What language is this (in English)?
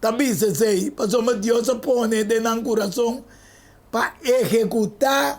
Papiamento